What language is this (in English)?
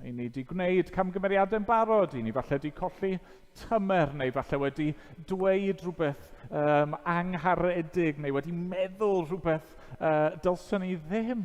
Welsh